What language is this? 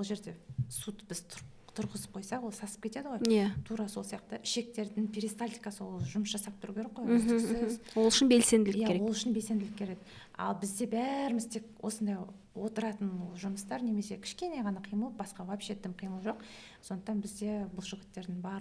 Kazakh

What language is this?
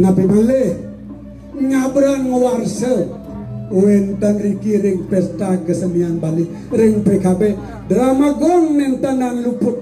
Balinese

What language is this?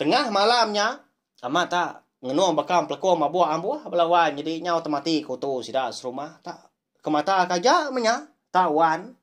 Iban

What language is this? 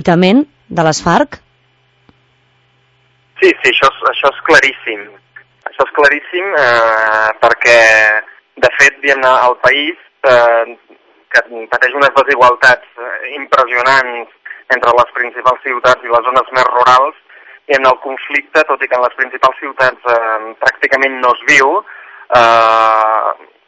Catalan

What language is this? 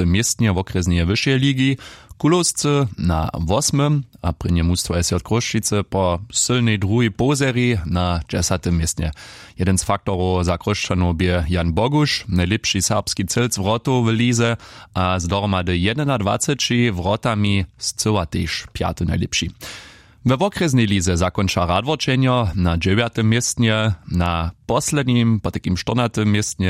Upper Sorbian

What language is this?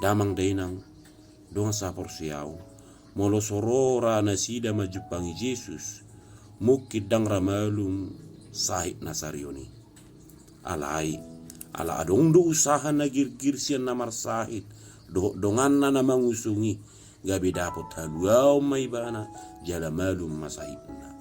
Batak Toba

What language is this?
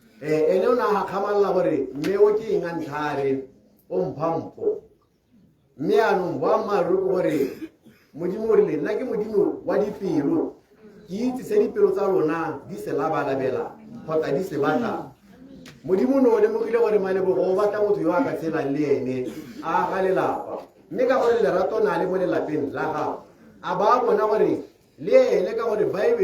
Tswana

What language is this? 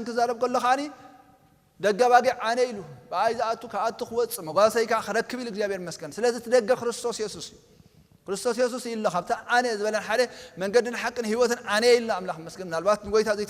Tigrinya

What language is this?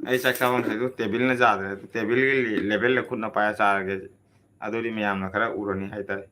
Manipuri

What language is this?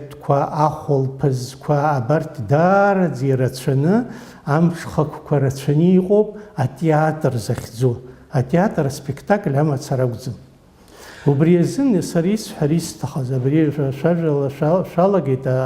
Abkhazian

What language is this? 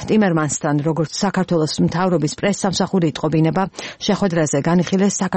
Georgian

